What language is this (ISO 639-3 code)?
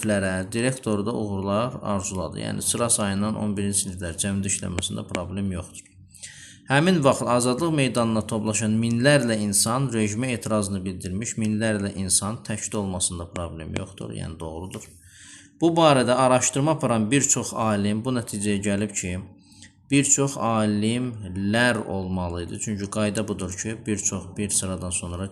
aze